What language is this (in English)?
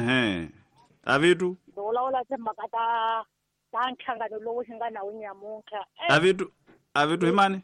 Tsonga